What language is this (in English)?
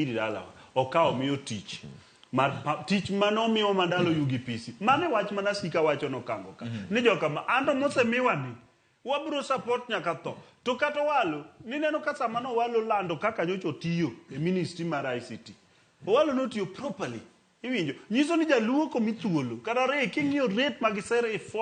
Luo (Kenya and Tanzania)